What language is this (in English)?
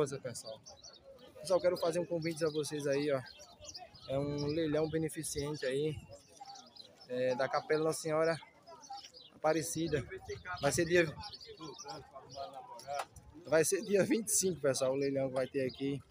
Portuguese